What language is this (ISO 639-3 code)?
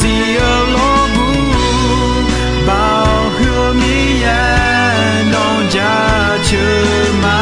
ahk